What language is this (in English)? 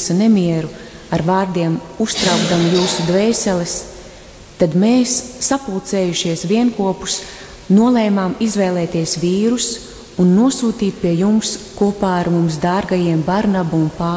Latvian